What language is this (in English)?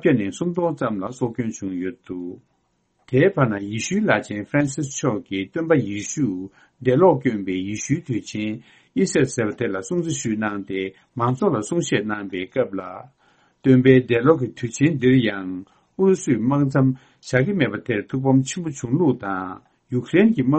Tibetan